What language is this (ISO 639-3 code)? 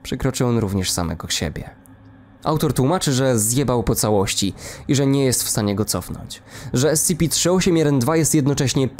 pol